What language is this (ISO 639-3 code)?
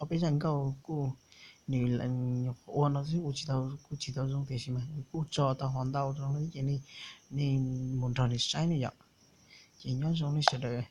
hmn